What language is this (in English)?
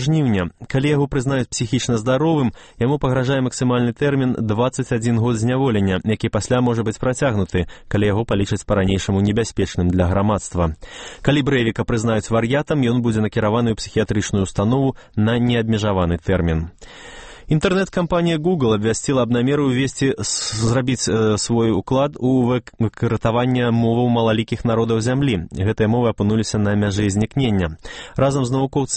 Belarusian